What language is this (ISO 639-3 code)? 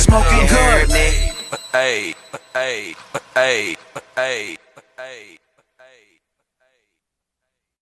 eng